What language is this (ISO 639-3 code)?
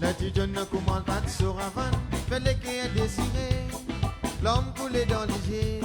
mfe